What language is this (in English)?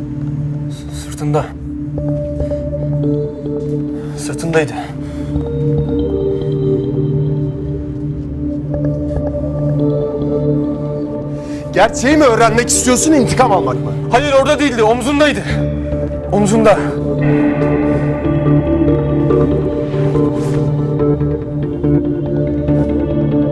Turkish